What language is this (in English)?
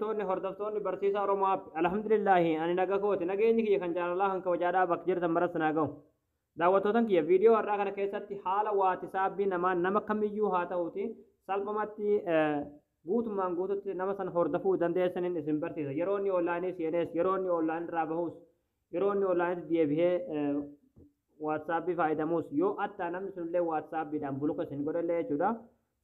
Oromo